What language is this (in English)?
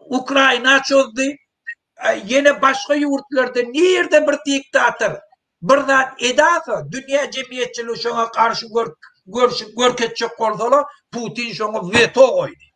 Turkmen